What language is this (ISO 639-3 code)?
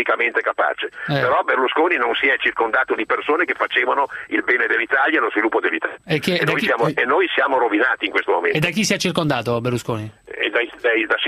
ita